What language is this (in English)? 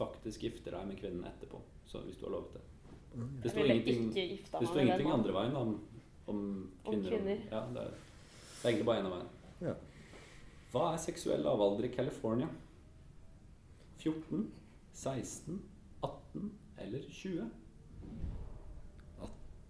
Norwegian